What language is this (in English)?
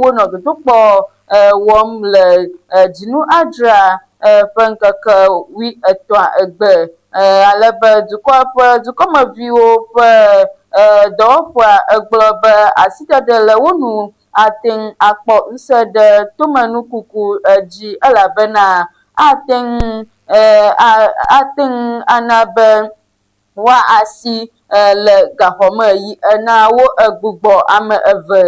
Ewe